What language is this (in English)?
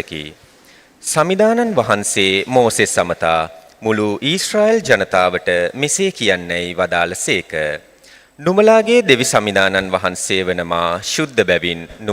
Sinhala